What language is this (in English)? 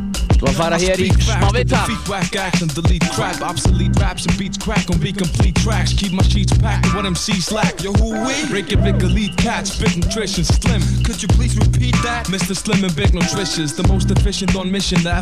Icelandic